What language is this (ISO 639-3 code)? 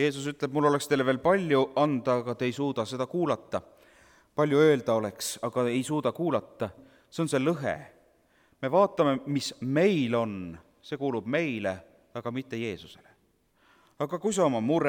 est